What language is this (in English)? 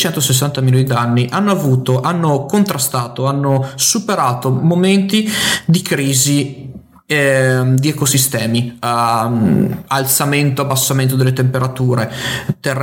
Italian